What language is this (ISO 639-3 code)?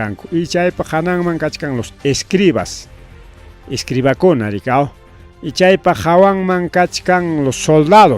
quy